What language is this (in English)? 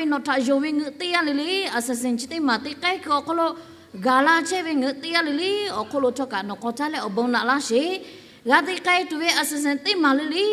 Lahu